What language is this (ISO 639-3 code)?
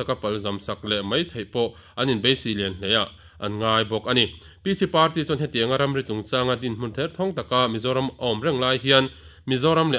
lus